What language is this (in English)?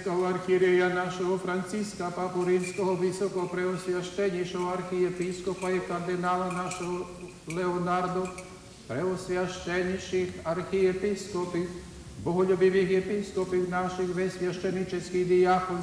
Rusyn